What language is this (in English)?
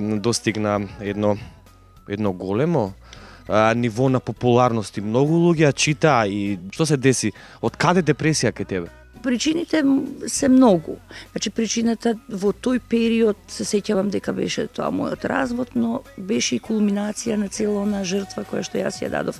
Macedonian